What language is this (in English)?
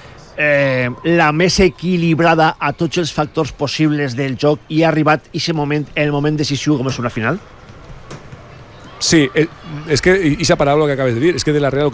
Catalan